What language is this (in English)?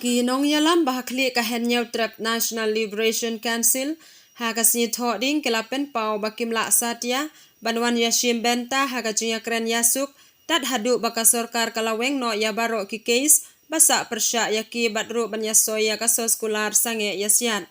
Khasi